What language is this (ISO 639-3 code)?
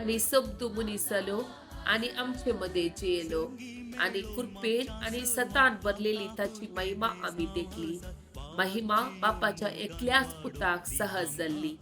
kok